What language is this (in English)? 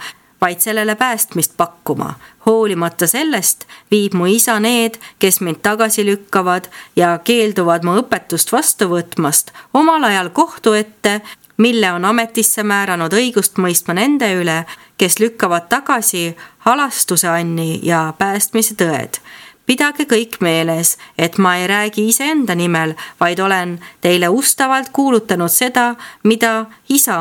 Estonian